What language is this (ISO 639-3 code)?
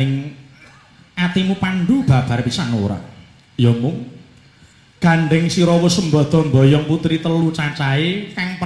jav